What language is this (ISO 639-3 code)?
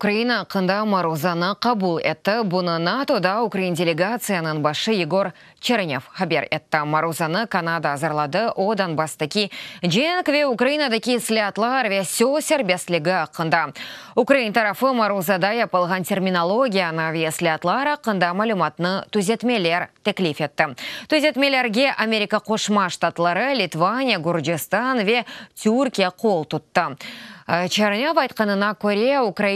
crh